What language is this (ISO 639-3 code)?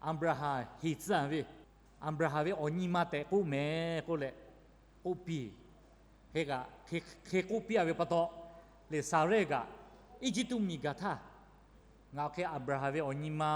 lhu